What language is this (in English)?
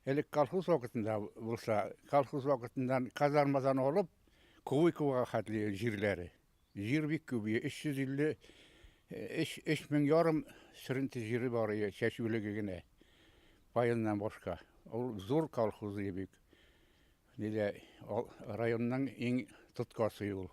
Bashkir